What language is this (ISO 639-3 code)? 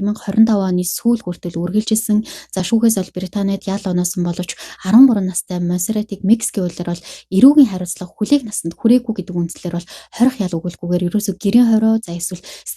mon